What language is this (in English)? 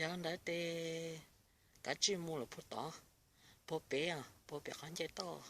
Hmong